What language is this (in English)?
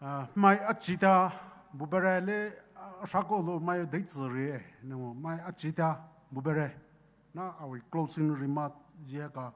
Poumei Naga